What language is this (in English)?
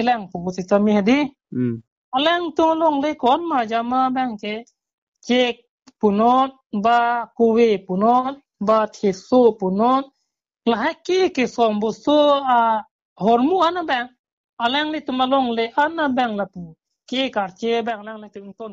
Karbi